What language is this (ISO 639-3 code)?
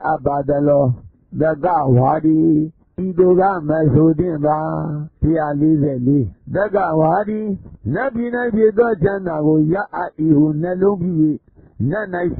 mya